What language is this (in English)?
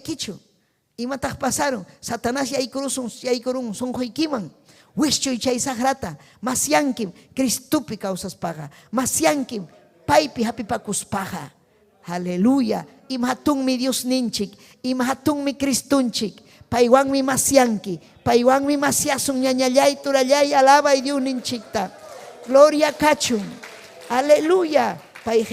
Ayacucho Quechua